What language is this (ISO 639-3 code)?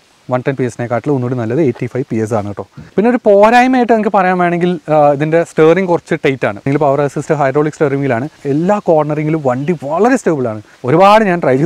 mal